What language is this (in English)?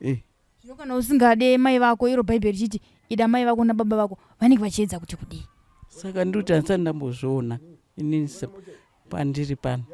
Shona